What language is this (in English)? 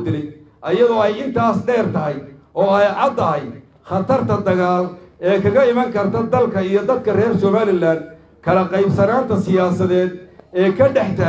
Somali